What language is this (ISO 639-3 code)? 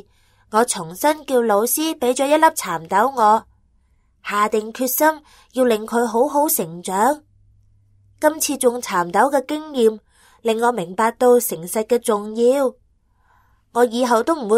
yue